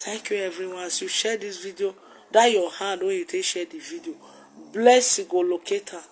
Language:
Nigerian Pidgin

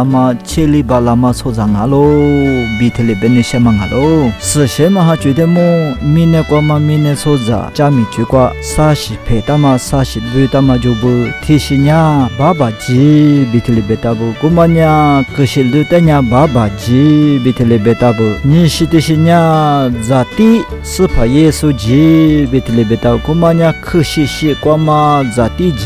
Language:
Lisu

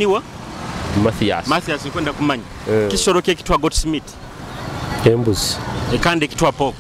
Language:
Nyoro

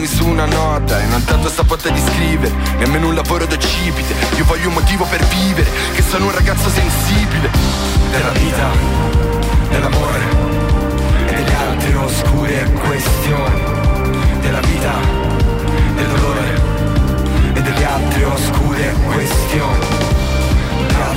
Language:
Italian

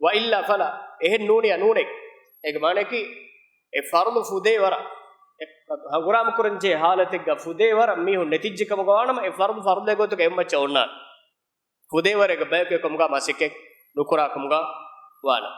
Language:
Divehi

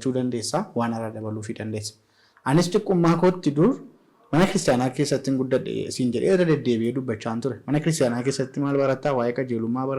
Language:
Oromo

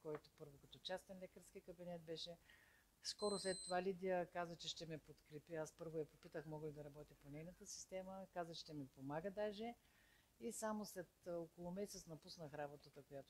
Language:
Bulgarian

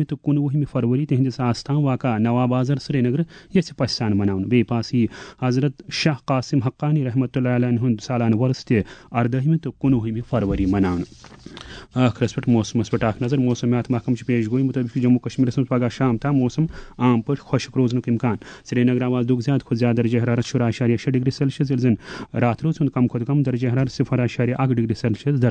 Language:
Kashmiri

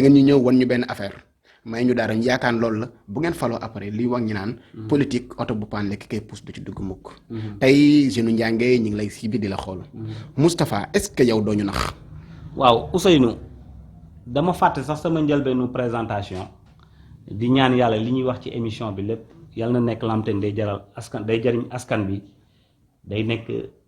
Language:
Wolof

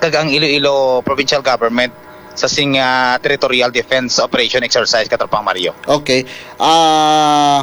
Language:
Hiligaynon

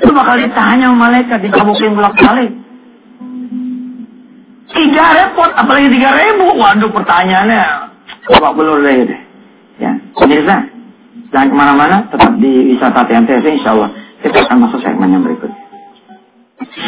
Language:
Indonesian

